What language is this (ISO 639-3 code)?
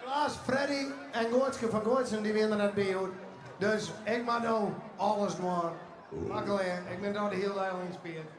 fry